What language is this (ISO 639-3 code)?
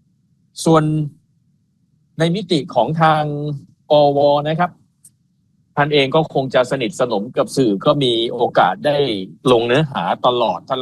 tha